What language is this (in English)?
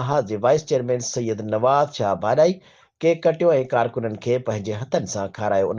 Sindhi